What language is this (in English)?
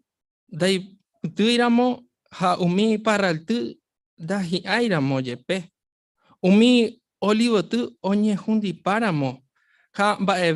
Guarani